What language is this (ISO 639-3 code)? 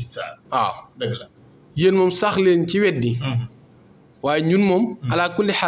wol